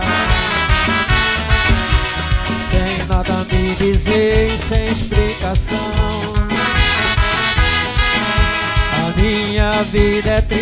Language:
Portuguese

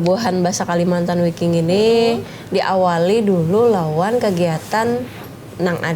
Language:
Banjar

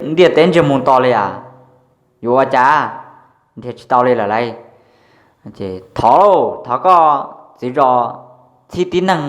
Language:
Hmong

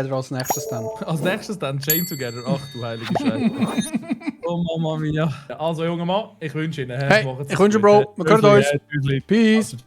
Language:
Swiss German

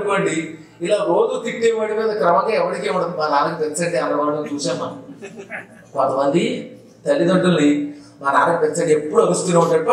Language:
Telugu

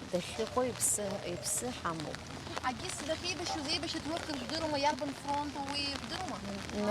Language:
Abkhazian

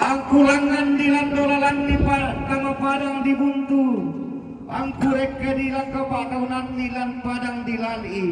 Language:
Toraja-Sa'dan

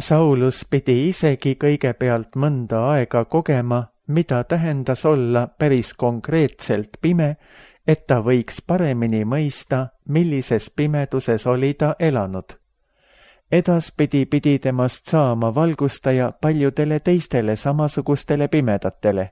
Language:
Estonian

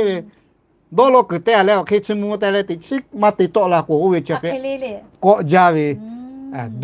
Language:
Lahu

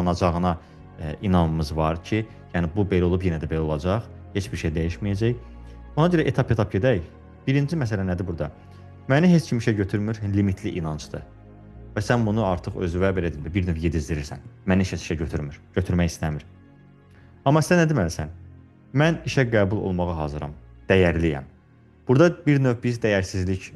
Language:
Azerbaijani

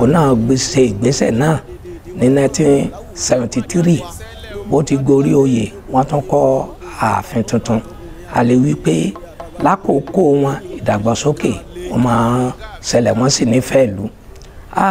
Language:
Yoruba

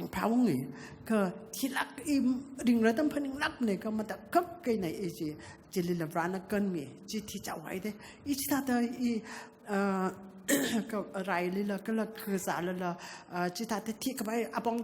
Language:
Tangkhul Naga (India)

